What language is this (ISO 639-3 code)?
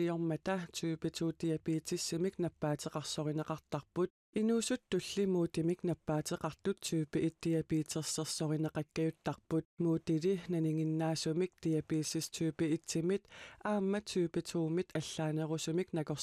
kal